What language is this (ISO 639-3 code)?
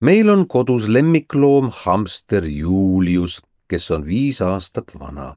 est